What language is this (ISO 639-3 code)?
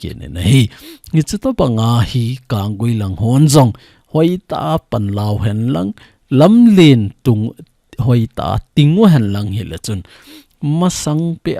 tcz